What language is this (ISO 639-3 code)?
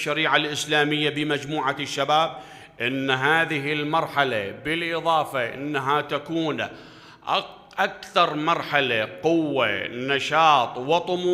acm